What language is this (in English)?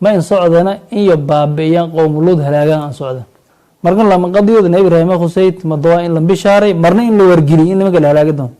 Somali